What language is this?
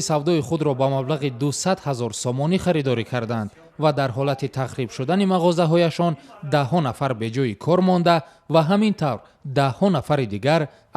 Tajik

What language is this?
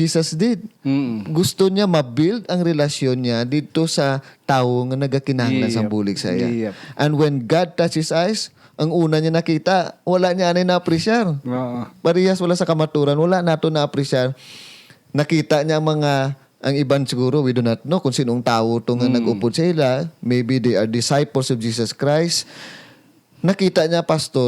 Hiligaynon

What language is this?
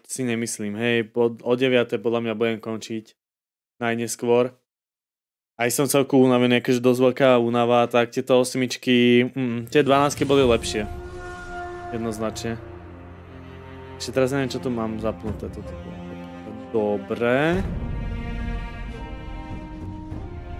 Slovak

